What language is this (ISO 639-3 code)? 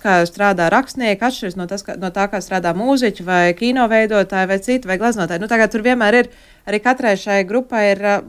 lav